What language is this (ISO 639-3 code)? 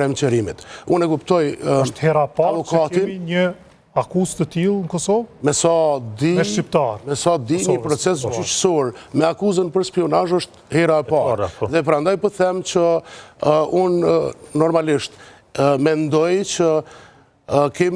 sqi